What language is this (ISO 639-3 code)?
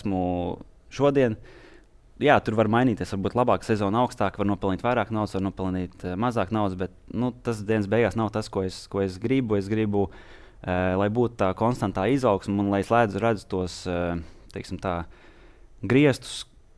lav